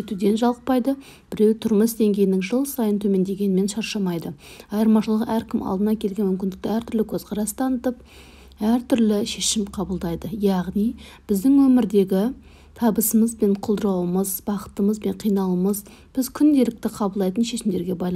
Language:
Kazakh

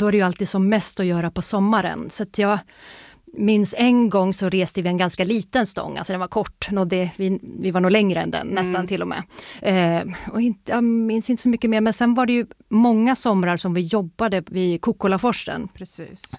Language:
Swedish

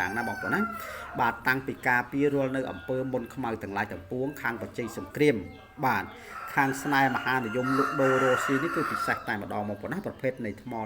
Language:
Khmer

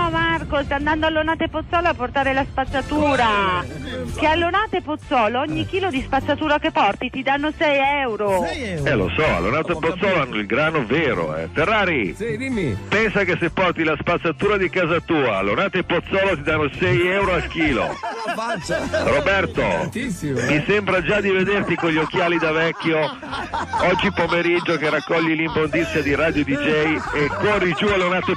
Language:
Italian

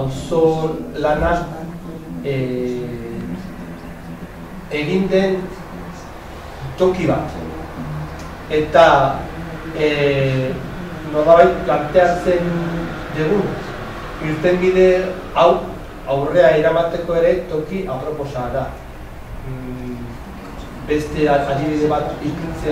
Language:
Basque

